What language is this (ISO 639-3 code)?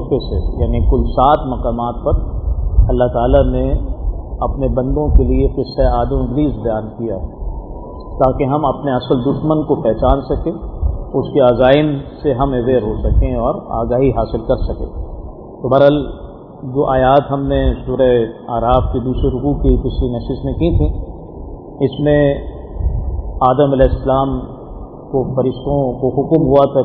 urd